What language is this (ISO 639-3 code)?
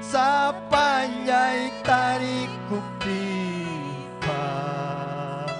quy